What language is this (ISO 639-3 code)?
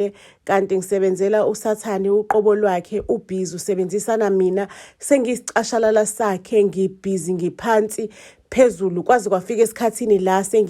zul